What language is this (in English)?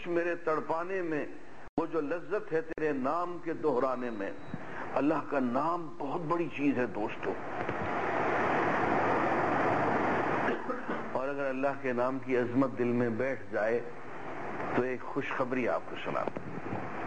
Urdu